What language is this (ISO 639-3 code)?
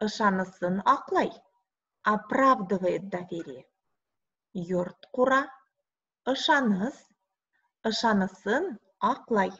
bak